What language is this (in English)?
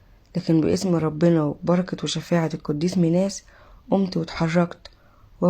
Egyptian Arabic